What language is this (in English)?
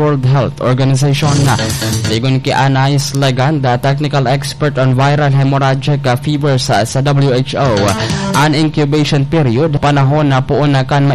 Bikol